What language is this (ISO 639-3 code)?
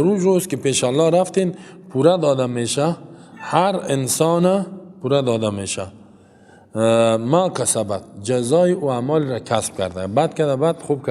fas